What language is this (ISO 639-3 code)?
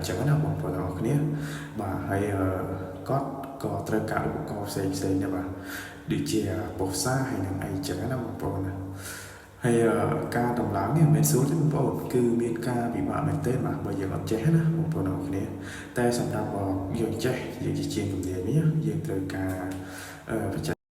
khm